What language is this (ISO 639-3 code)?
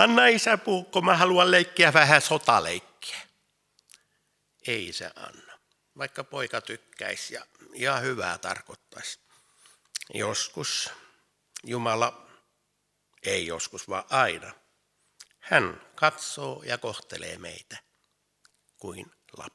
fin